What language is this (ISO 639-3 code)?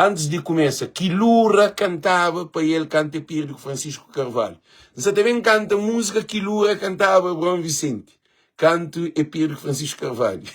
kea